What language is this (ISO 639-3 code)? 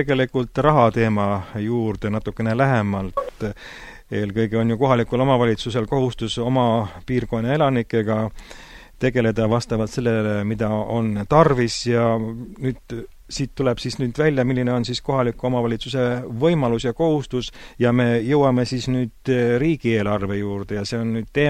est